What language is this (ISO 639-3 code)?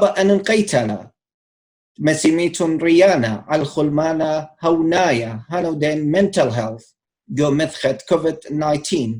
aii